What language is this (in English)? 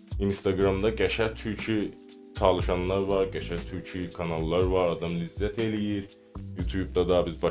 South Azerbaijani